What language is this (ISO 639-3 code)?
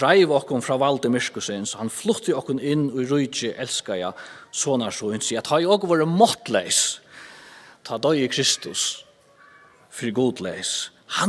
fao